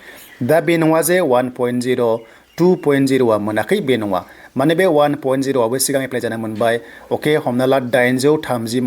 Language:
Bodo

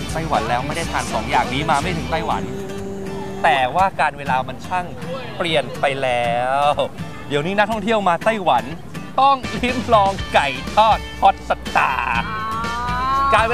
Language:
Thai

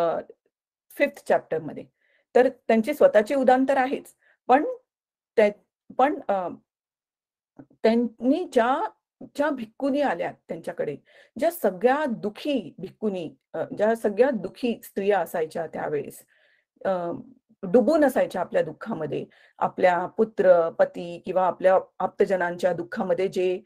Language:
Marathi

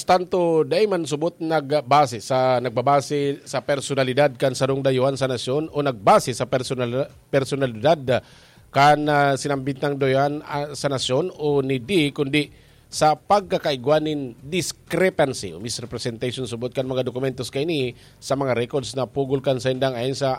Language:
Bikol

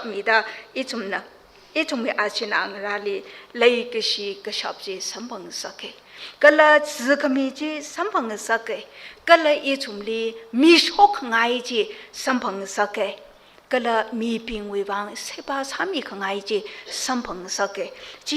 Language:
Tangkhul Naga (India)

